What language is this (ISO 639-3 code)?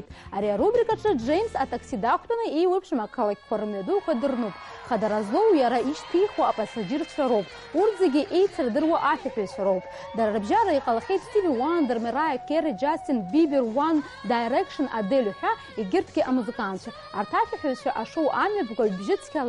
abk